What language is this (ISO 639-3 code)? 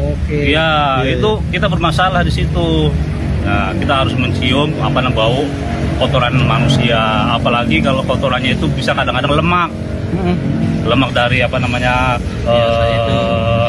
ind